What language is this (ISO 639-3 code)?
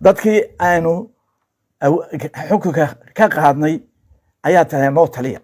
som